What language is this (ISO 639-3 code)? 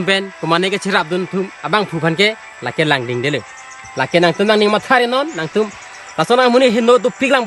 mjw